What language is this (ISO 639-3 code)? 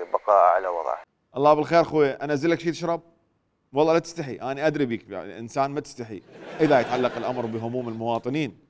acm